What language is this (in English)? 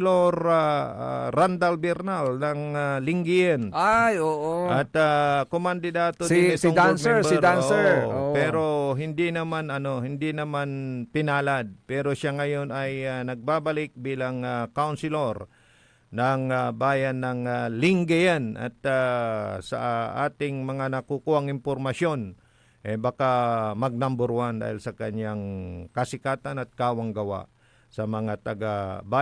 Pangasinan